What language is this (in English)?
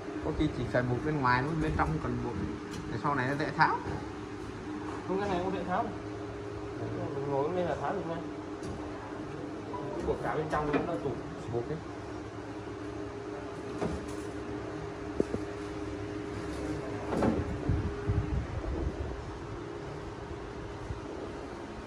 Vietnamese